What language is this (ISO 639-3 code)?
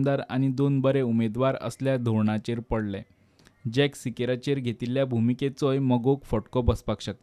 kok